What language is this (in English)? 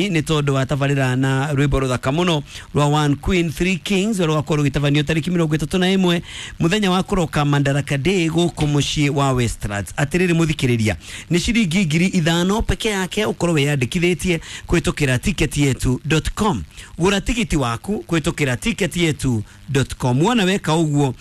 Kikuyu